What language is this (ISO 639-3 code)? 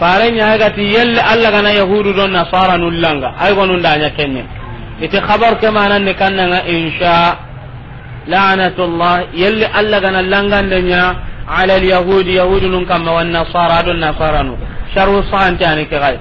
snk